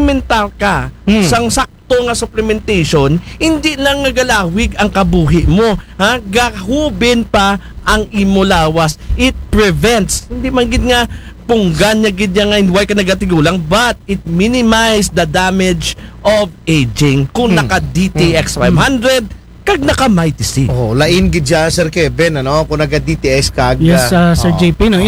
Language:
Aklanon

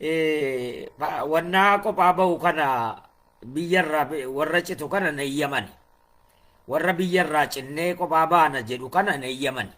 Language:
Oromo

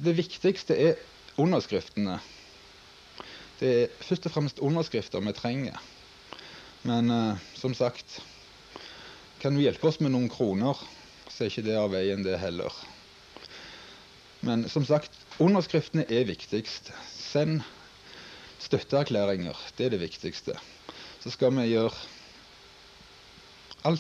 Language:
Norwegian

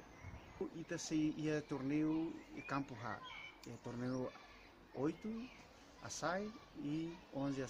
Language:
Tetum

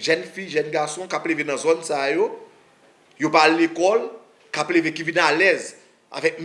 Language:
Haitian Creole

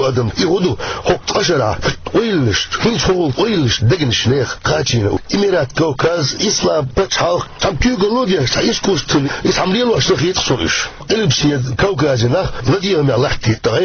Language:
Chechen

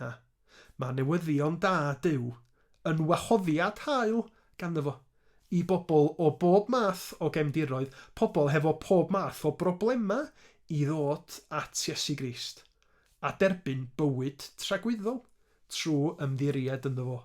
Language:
Welsh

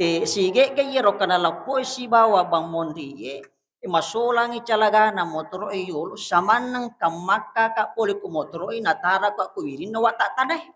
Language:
Buginese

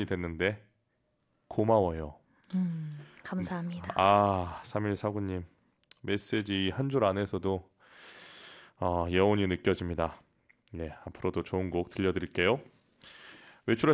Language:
Korean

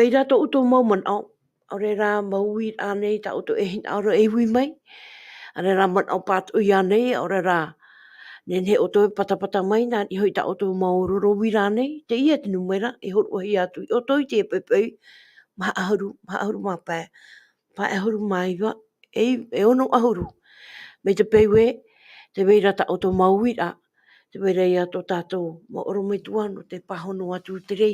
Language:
Tahitian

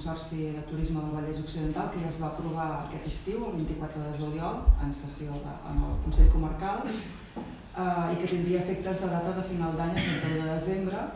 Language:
Catalan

